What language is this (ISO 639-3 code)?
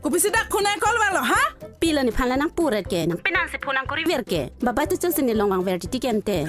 mjw